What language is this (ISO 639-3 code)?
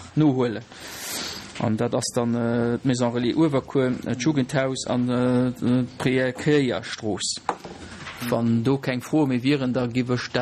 ltz